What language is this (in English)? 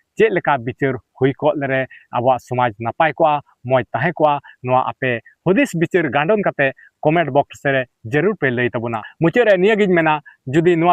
Santali